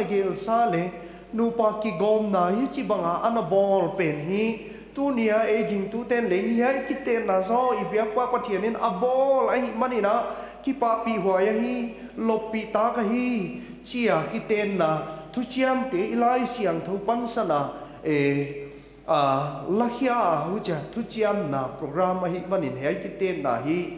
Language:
Paite Chin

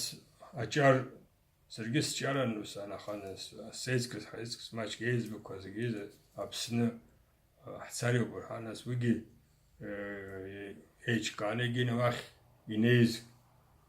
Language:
Abkhazian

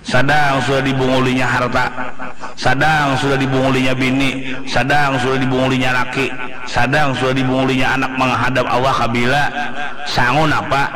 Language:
Banjar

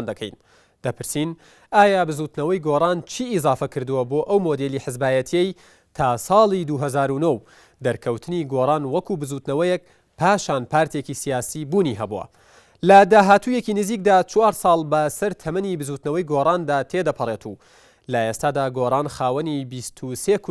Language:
Central Kurdish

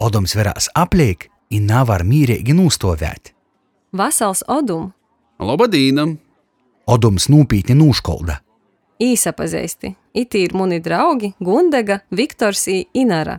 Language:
Latgalian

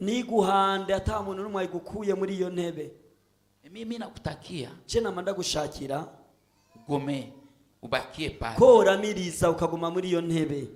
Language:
Rundi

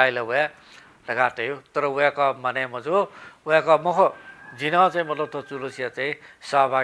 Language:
Newari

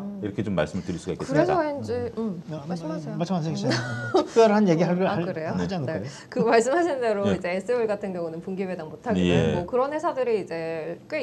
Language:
Korean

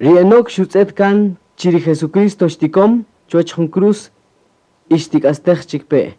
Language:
Kaqchikel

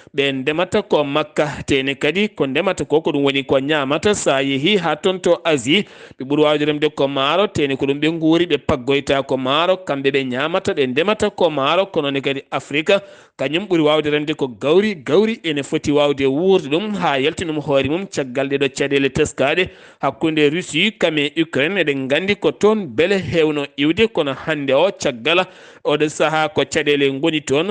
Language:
Fula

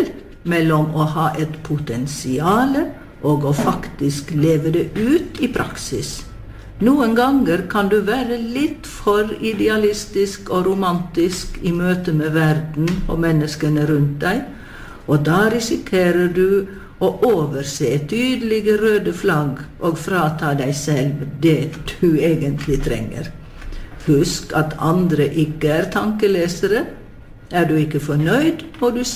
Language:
Norwegian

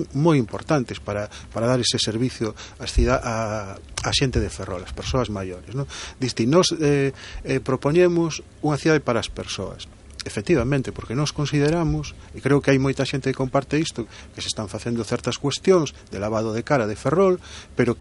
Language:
Galician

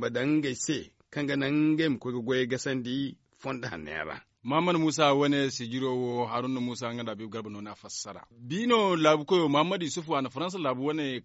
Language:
Zarma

